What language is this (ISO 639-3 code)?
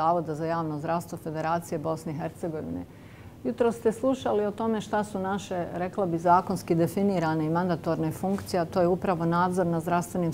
bos